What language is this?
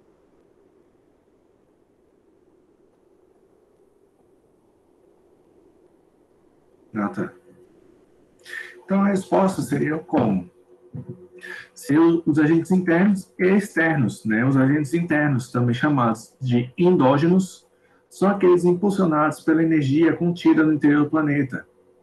Portuguese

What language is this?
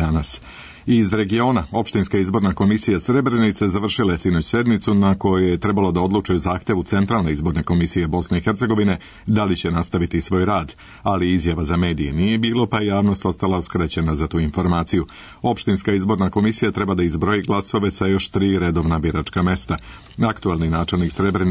Serbian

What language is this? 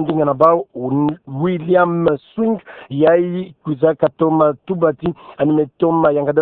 Kituba (Democratic Republic of Congo)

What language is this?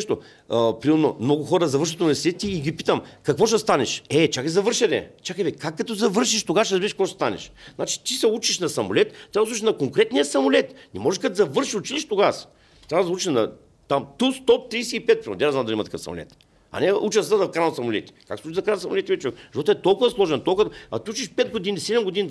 Bulgarian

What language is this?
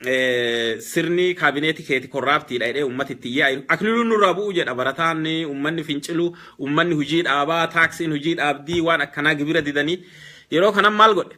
Oromo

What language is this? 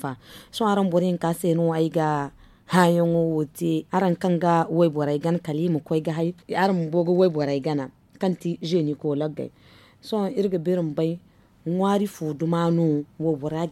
Zarma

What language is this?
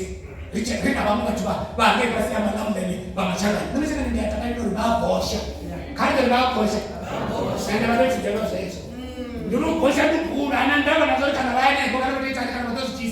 Venda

